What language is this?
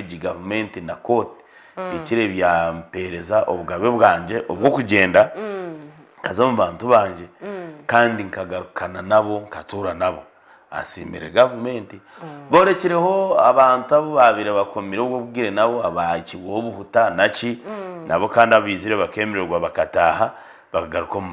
Nyankole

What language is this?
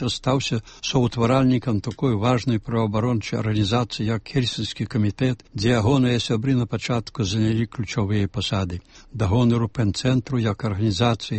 Belarusian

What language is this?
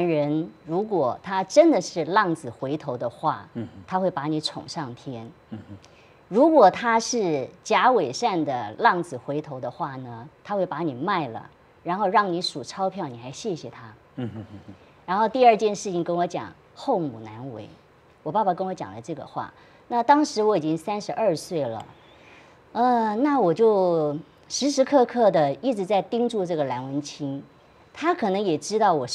Chinese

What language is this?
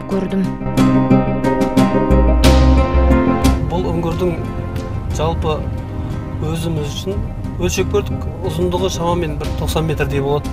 Kazakh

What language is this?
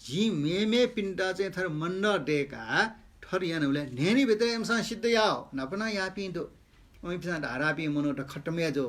Newari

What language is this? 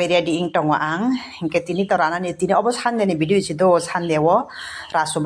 Kok Borok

